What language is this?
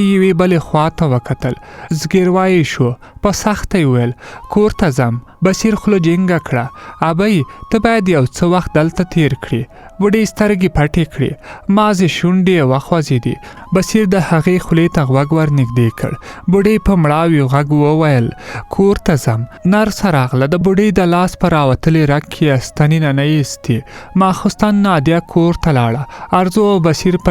Pashto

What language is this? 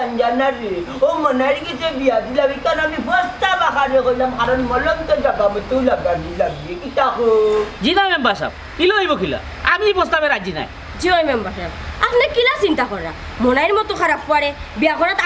Sylheti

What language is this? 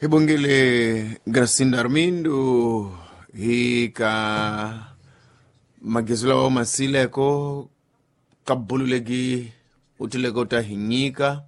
Tsonga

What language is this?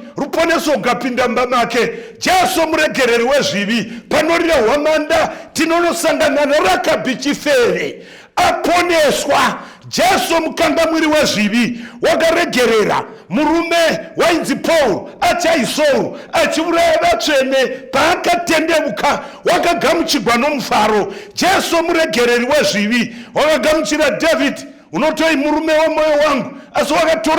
Shona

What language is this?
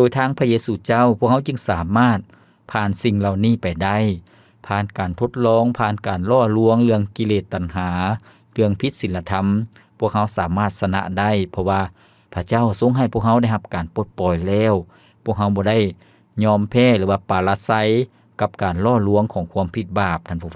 Lao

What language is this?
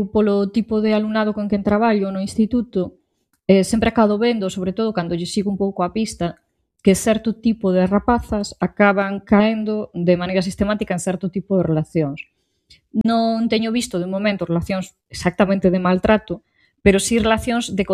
Galician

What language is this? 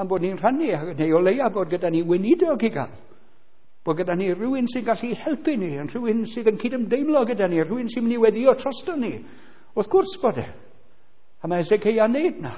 Welsh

